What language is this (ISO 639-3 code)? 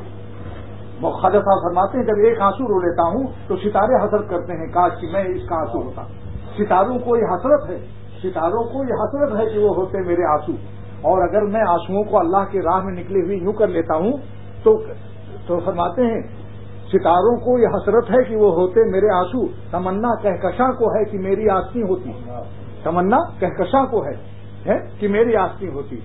urd